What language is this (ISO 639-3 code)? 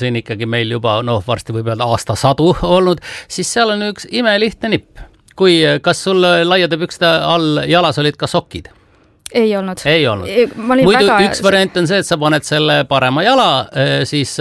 est